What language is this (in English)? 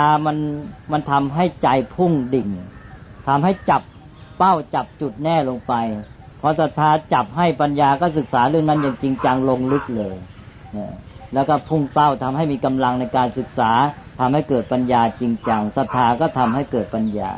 Thai